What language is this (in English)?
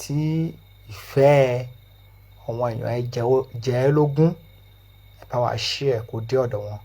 Yoruba